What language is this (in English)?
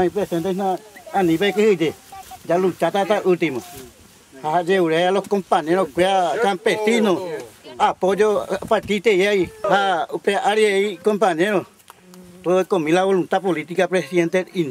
Guarani